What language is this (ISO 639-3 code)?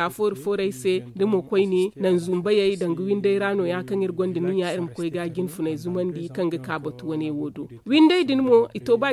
dje